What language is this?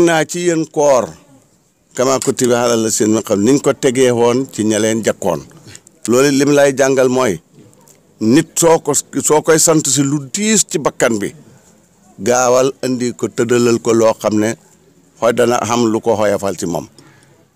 Wolof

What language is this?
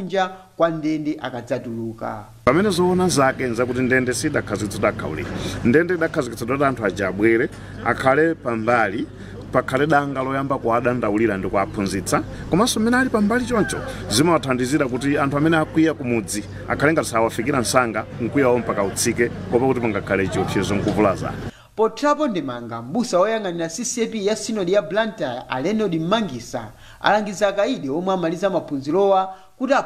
Nyanja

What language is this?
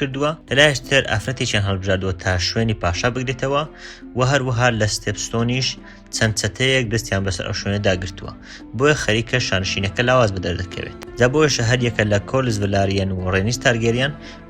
Central Kurdish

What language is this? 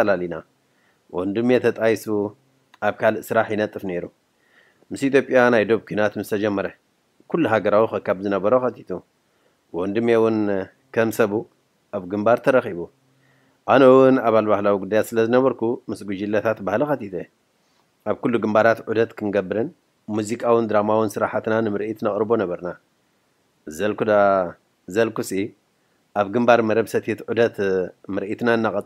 Tigrinya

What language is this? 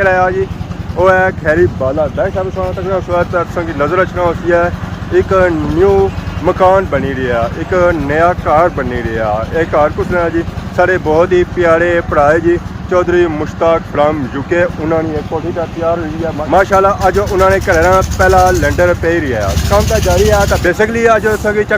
Pahari-Potwari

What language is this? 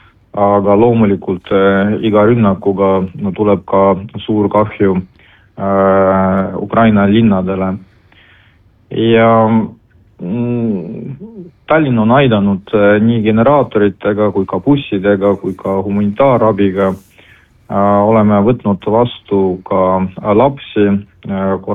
Estonian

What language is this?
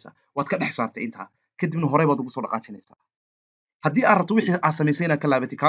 Somali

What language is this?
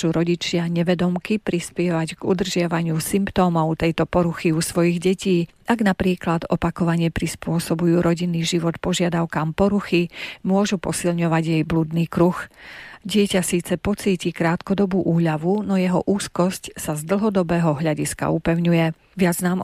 Slovak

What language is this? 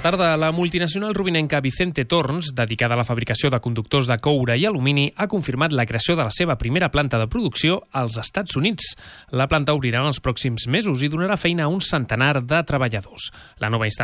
Catalan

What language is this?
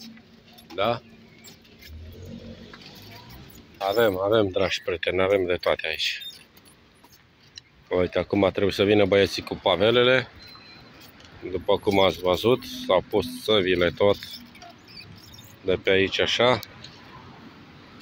Romanian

